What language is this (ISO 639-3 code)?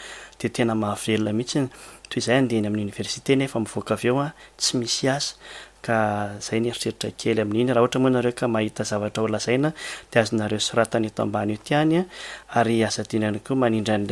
mlg